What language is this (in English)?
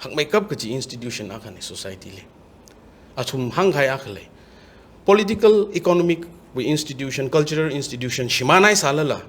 Tangkhul Naga (India)